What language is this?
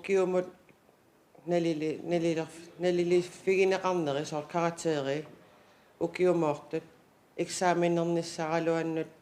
Kalaallisut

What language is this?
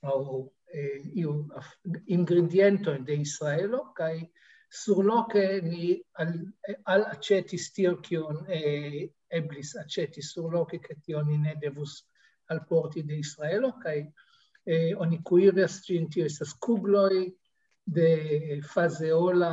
Esperanto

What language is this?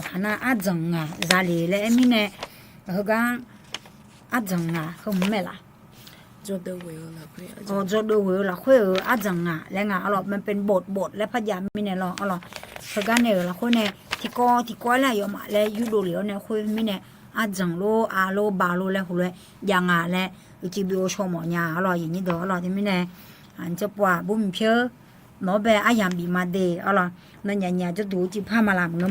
Akha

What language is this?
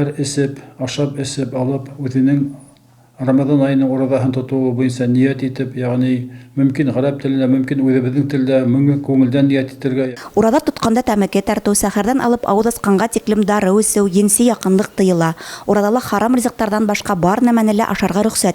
Bashkir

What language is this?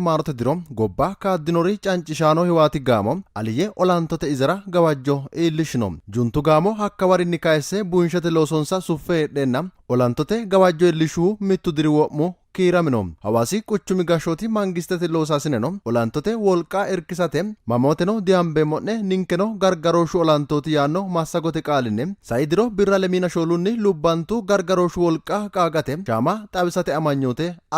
Sidamo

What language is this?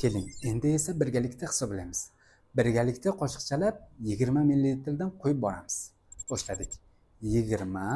Uzbek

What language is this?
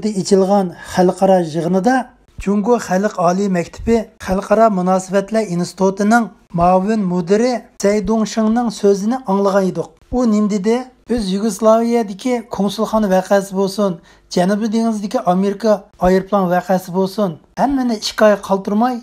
Uyghur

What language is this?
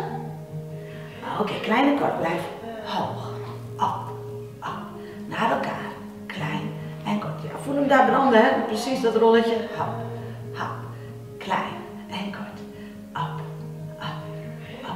Dutch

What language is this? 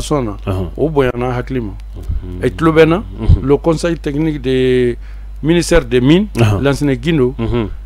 Bambara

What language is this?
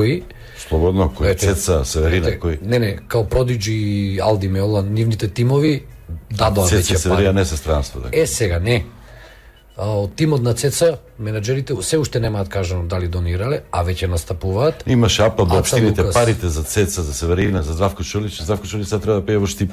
Macedonian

